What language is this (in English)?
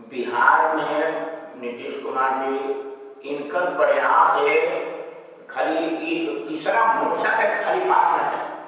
Magahi